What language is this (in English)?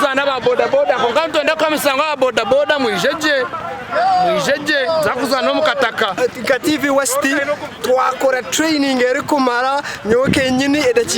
Nyankole